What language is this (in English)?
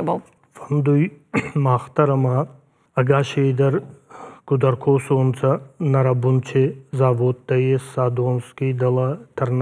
Ossetic